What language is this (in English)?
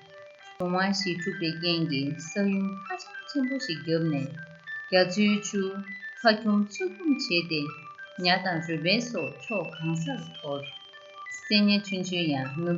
Tibetan